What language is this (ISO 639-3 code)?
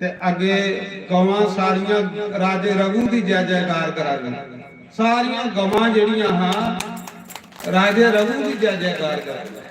doi